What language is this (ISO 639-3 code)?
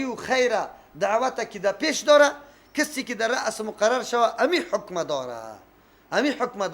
fas